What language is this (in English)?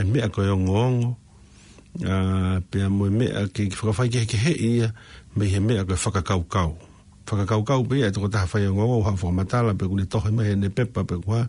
Tongan